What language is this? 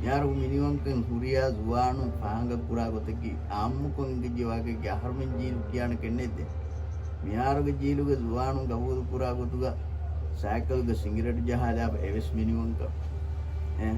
Divehi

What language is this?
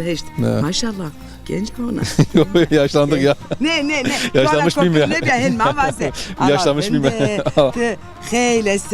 Zaza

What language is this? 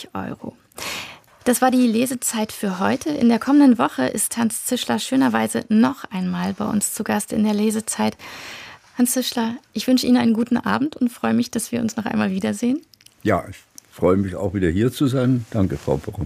German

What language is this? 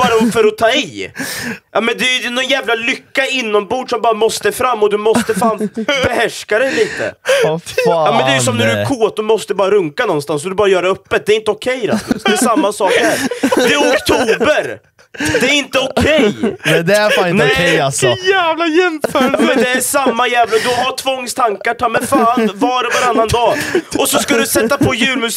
Swedish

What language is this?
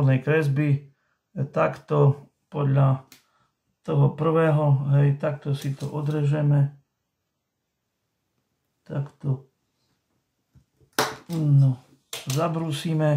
Slovak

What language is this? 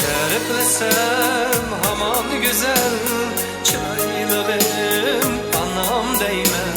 Uyghur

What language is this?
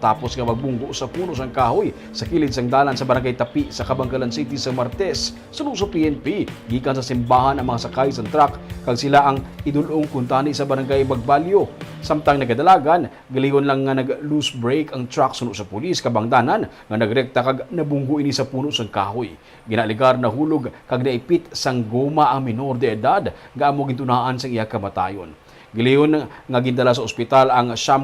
Hiligaynon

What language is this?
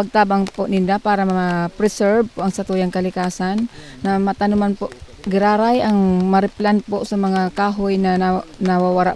Bikol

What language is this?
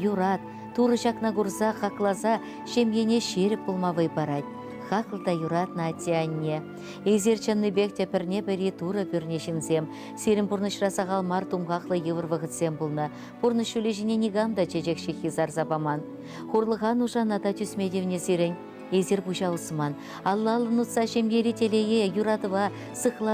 Chuvash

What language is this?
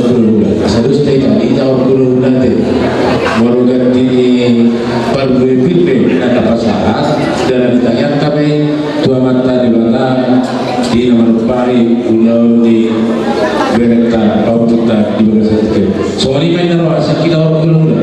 Batak Toba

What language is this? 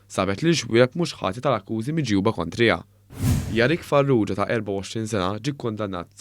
Maltese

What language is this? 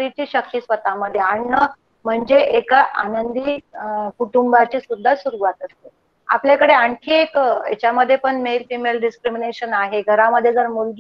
Marathi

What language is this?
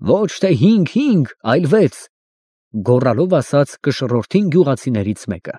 Armenian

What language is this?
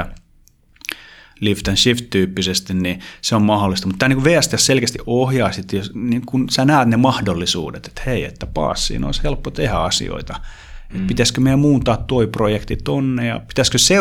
Finnish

